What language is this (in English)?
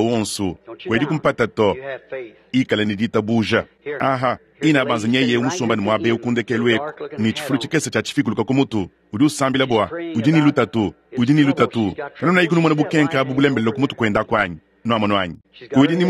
Luba-Lulua